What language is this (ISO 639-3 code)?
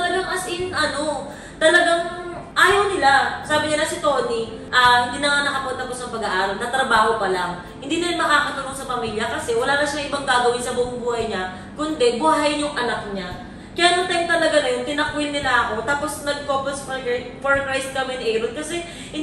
fil